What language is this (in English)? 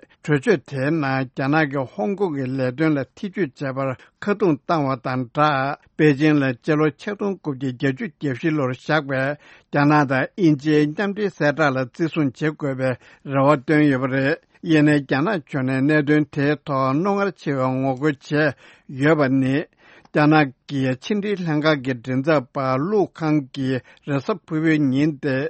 Tibetan